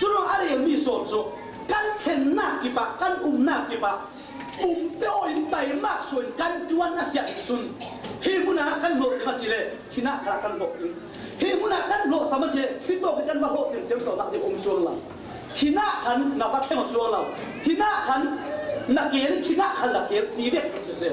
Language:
Falam Chin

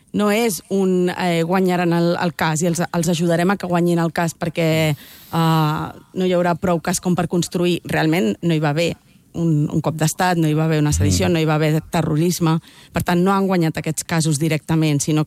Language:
Catalan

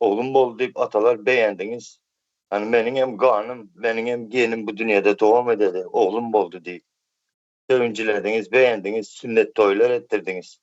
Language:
Turkmen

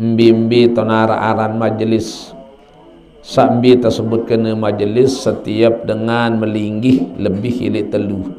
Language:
Sasak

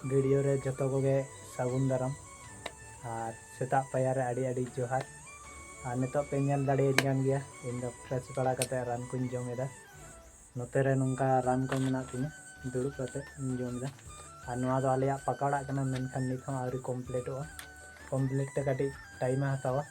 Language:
Santali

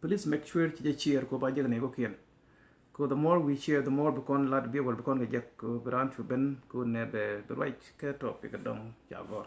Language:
Nuer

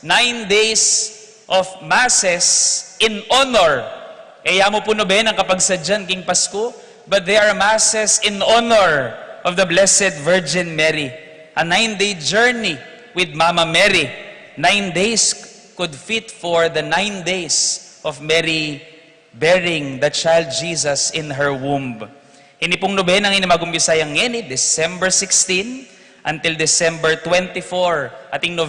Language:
Pampanga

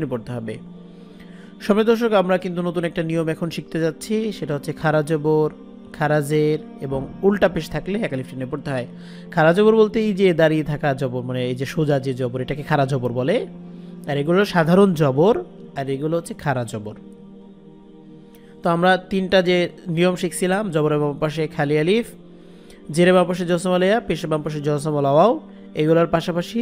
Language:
Bangla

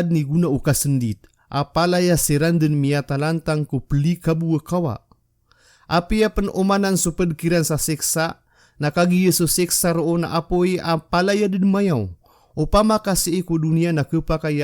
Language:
Maranao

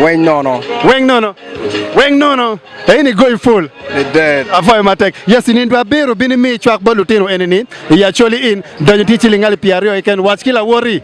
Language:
Acoli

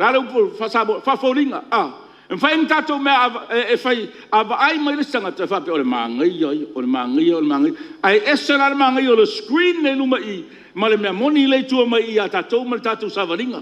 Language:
Samoan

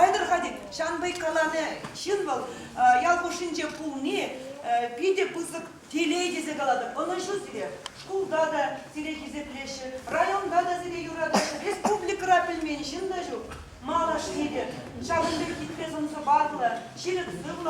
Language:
Chuvash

